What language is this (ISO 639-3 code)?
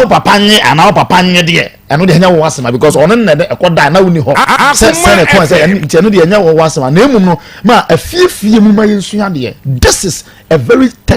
aka